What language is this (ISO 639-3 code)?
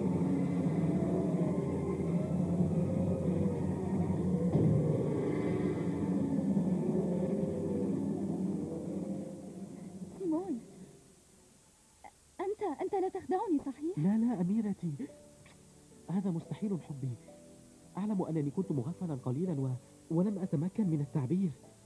ara